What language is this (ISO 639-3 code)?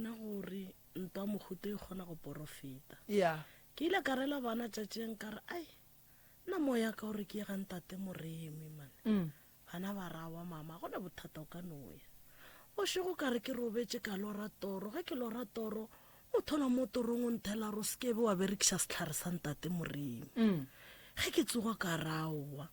nso